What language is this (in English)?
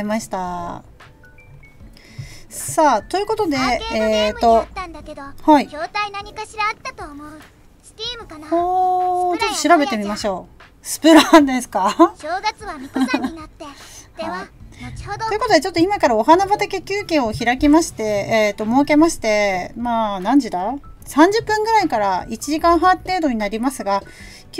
Japanese